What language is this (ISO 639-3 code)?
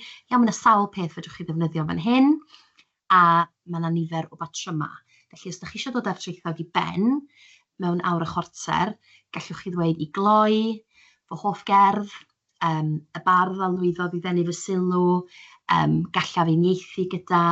cym